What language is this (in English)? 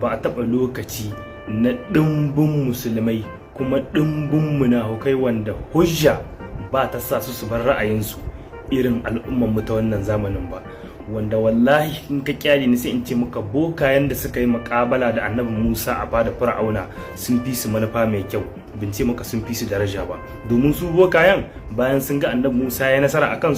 Hausa